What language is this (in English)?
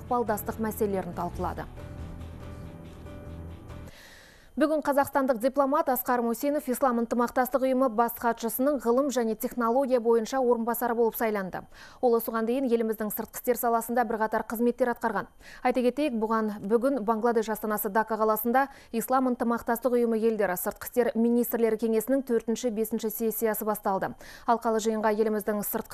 Kazakh